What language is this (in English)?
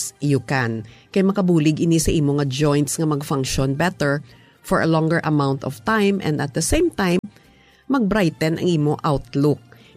Hiligaynon